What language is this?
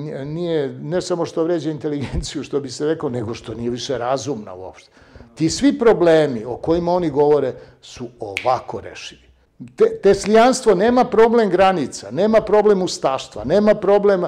Serbian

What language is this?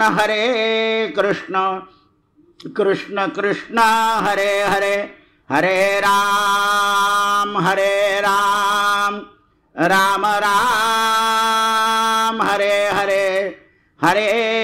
Marathi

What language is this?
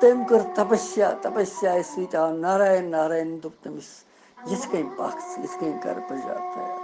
Kashmiri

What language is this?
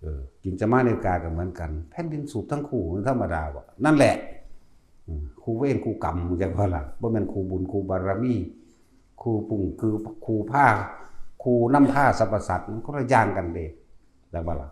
Northeastern Thai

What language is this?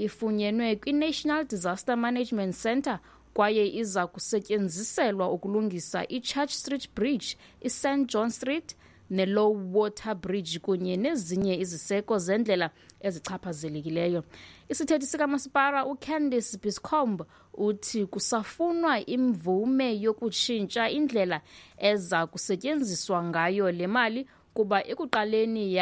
Xhosa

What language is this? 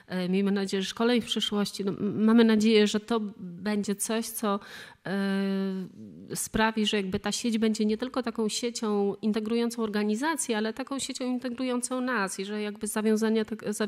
Polish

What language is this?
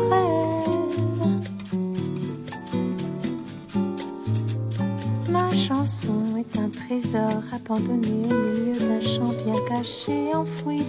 French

